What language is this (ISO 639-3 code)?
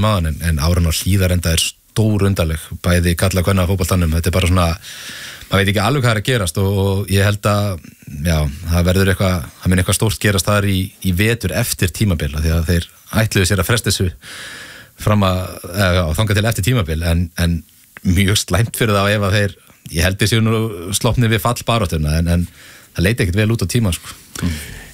isl